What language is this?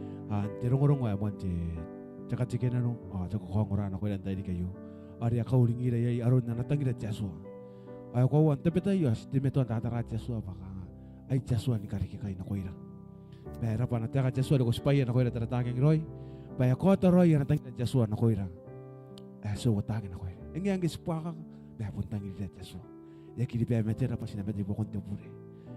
Gilbertese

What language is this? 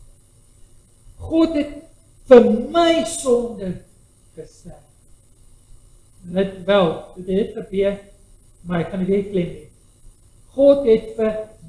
Afrikaans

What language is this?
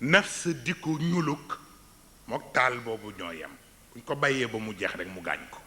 Wolof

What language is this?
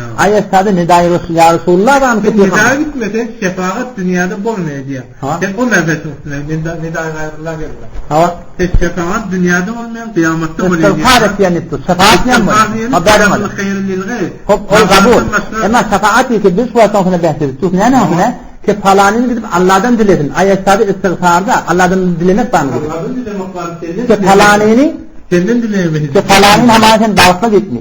Turkmen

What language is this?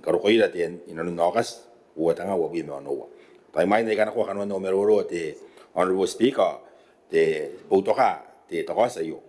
Gilbertese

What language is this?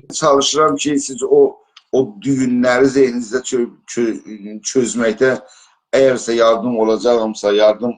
South Azerbaijani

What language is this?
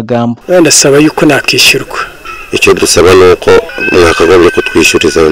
Kinyarwanda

